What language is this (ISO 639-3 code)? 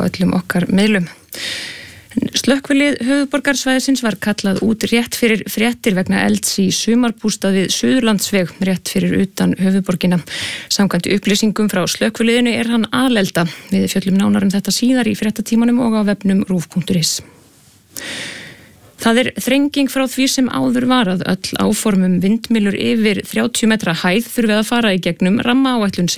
isl